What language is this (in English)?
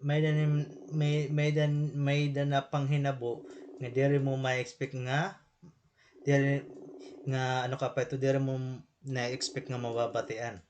Waray